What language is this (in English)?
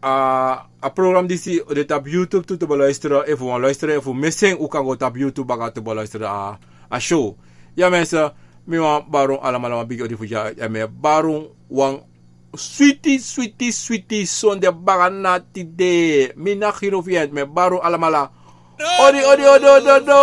Sranan Tongo